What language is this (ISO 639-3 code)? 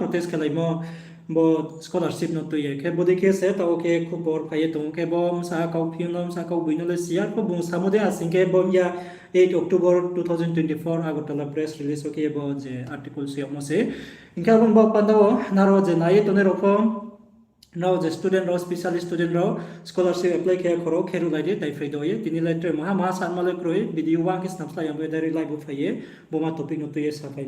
ria